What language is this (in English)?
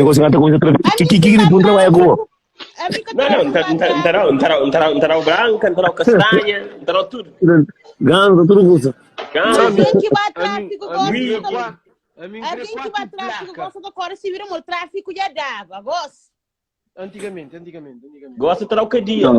Kabuverdianu